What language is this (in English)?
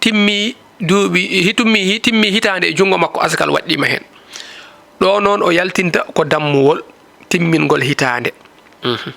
Fula